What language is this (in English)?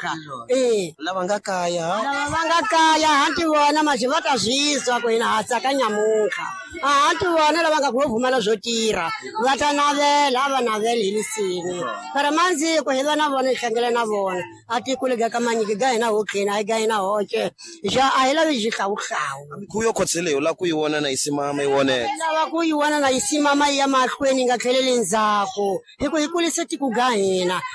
Tsonga